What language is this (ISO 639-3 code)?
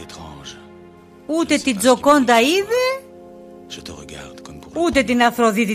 pnt